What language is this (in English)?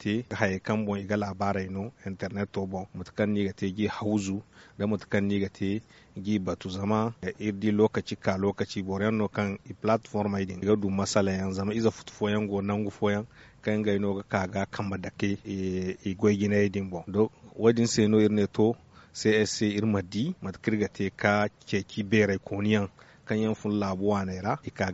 Zarma